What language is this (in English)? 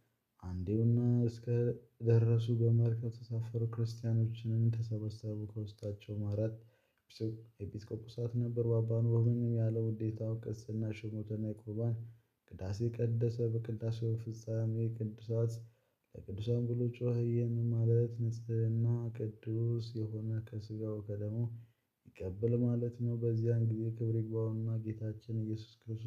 Amharic